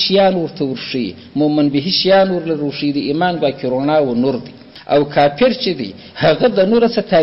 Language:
Pashto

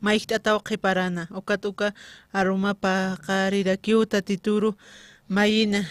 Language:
Aymara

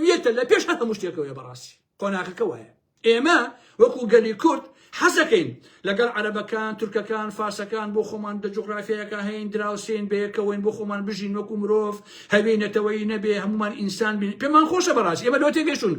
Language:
Central Kurdish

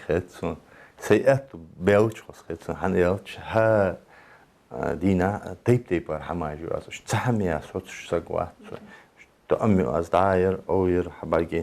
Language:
Ingush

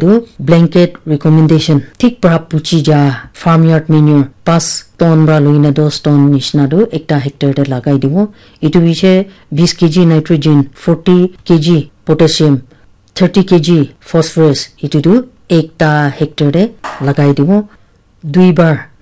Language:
Naga Pidgin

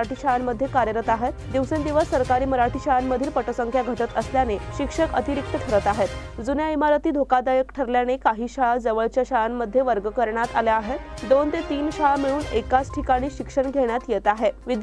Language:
Marathi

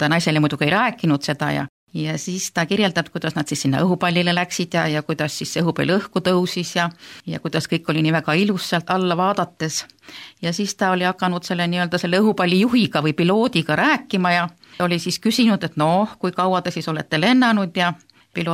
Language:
Estonian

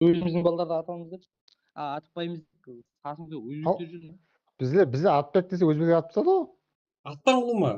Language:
Kara-Kalpak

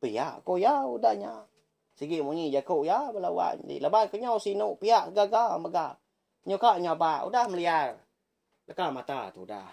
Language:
Iban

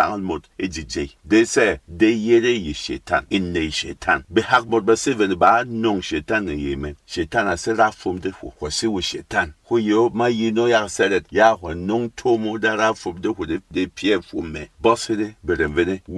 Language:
Berom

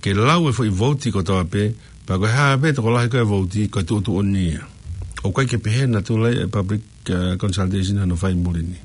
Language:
Tongan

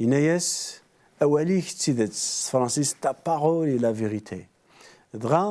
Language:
Kabyle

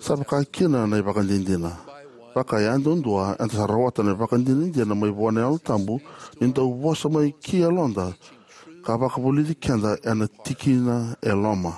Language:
Fijian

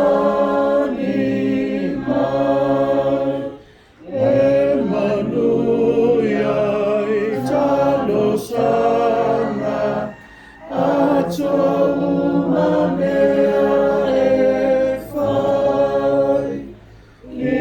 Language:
Samoan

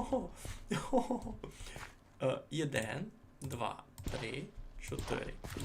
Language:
Rusyn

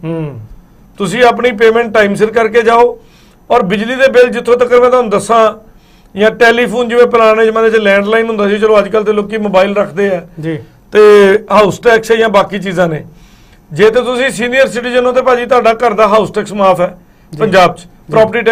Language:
Punjabi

